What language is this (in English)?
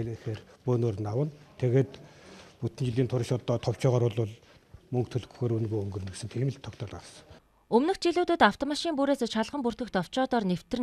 Mongolian